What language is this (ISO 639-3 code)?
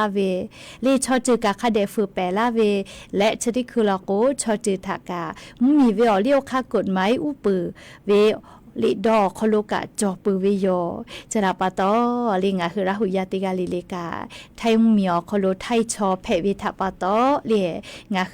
lhu